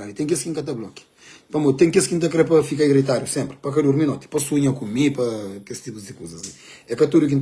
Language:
Kabuverdianu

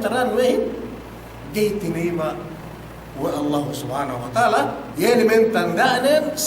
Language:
Yakan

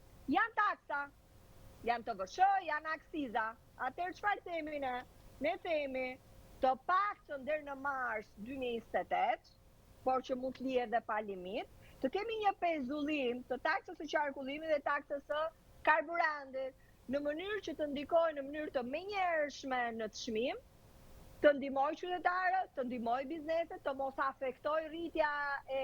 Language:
Albanian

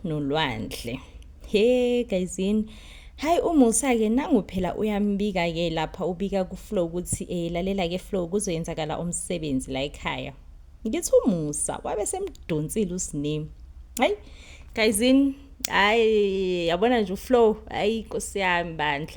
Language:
Zulu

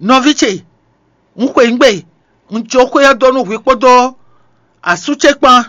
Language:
Fon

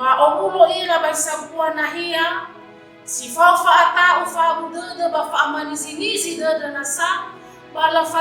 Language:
Nias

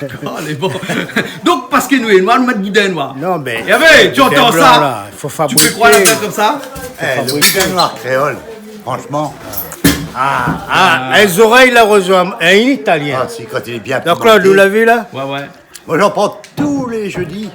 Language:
Réunion Creole French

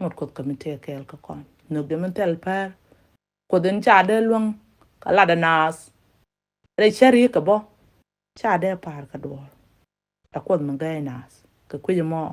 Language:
Nuer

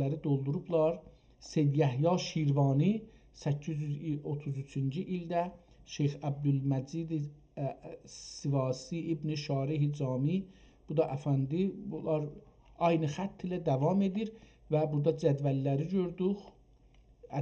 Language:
South Azerbaijani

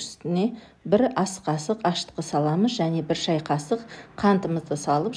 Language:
Kazakh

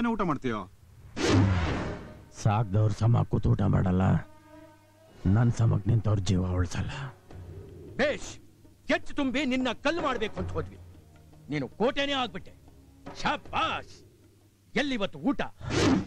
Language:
Kannada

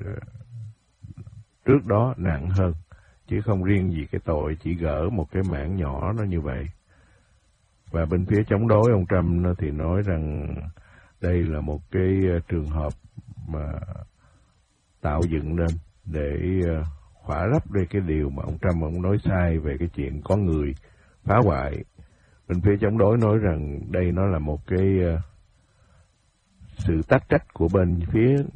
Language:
Vietnamese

